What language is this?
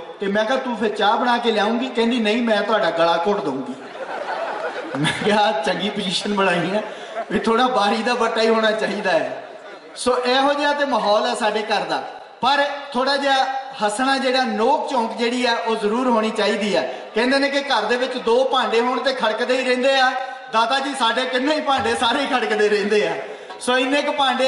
Punjabi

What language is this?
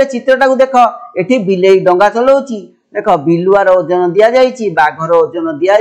Odia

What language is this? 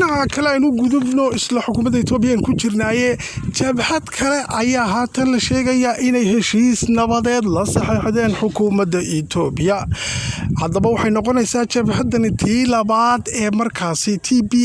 Somali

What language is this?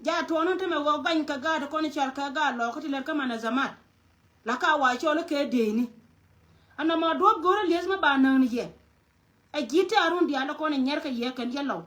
Nuer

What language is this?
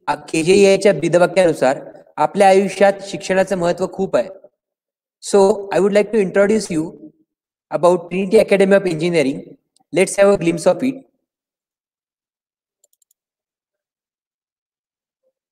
Marathi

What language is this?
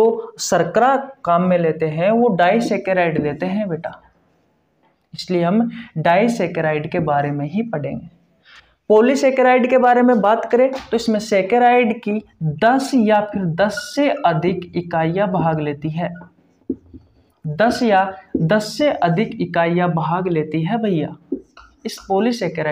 Hindi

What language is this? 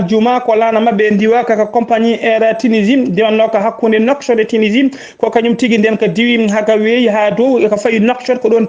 Fula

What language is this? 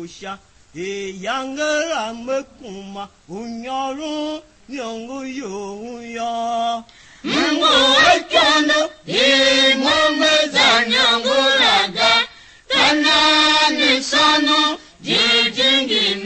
Tiv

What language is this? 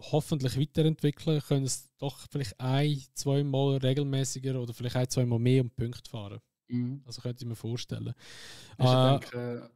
Swiss German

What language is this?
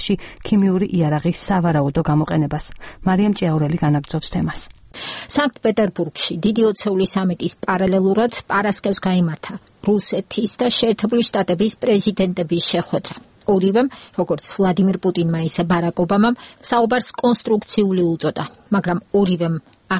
Georgian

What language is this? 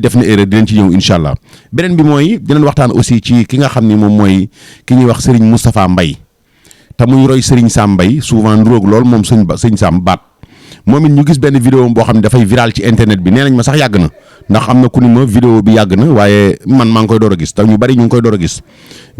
Wolof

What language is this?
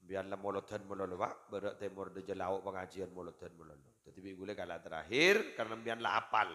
Madurese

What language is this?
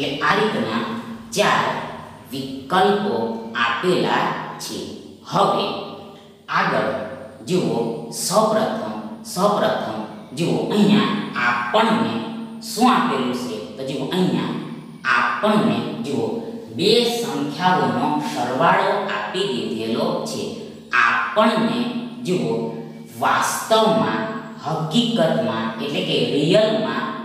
Gujarati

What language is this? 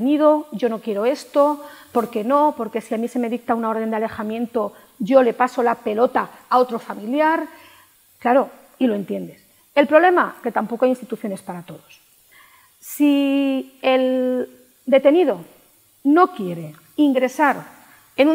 Spanish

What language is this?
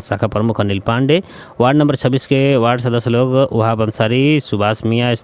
Bhojpuri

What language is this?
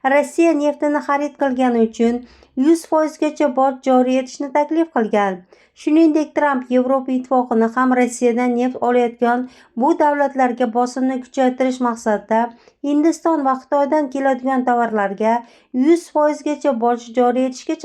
Uzbek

